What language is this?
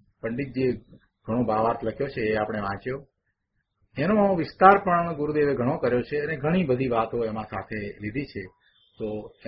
Gujarati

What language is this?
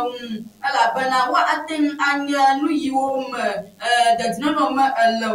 Ewe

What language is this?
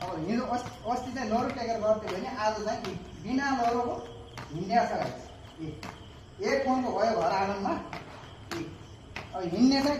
Nepali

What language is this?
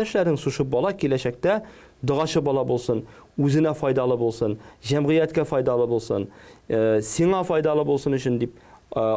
Tatar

